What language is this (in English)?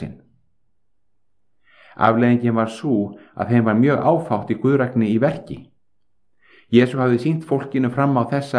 Icelandic